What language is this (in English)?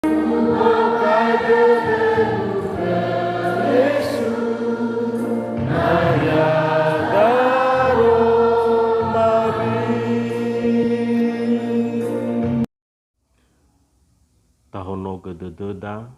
Nias